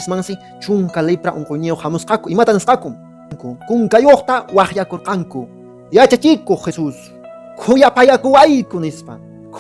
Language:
Quechua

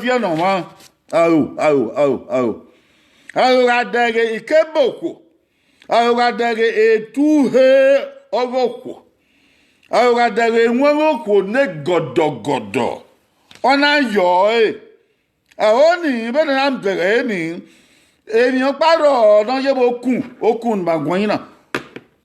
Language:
Bini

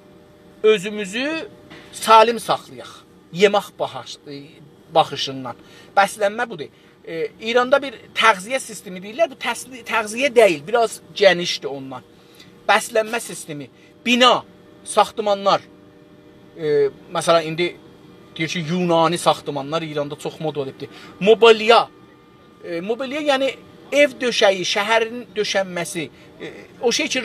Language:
South Azerbaijani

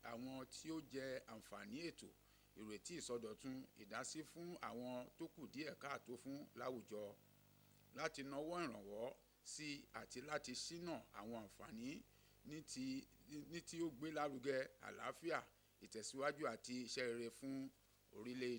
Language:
Yoruba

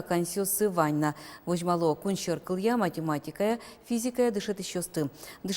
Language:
Udmurt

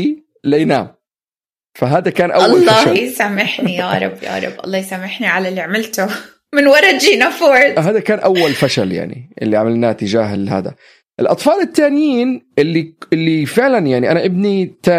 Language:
North Levantine Arabic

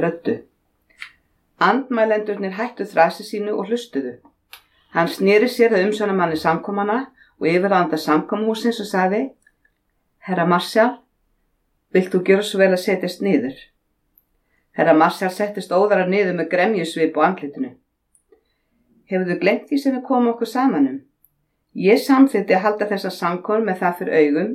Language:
Icelandic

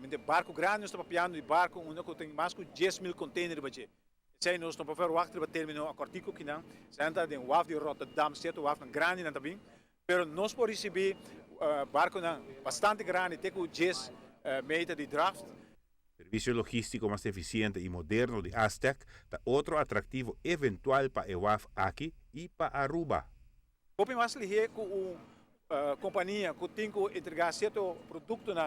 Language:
Papiamento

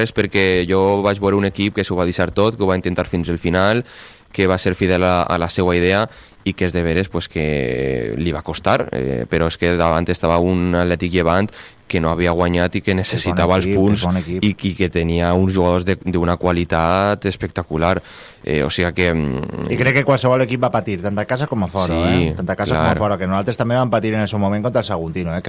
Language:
Catalan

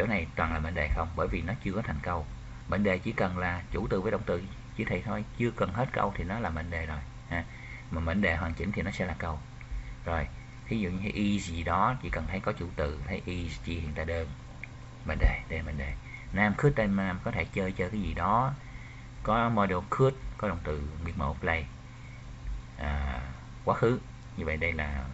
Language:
Vietnamese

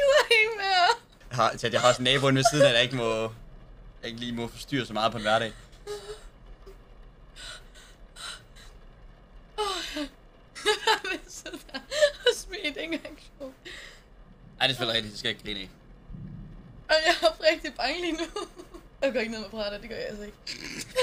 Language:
Danish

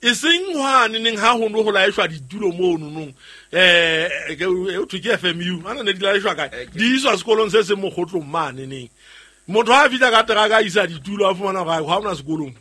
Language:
Southern Sotho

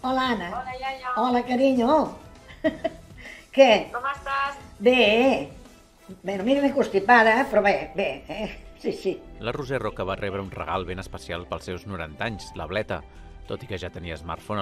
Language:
Catalan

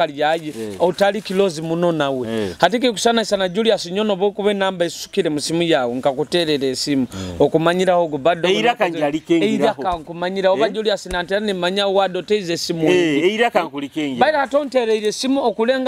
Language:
Nyoro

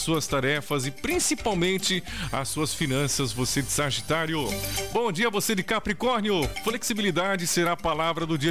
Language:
Portuguese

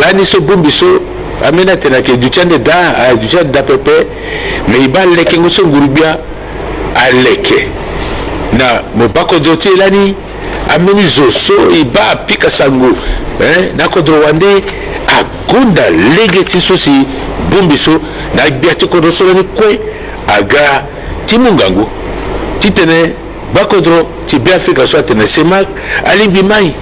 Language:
Sango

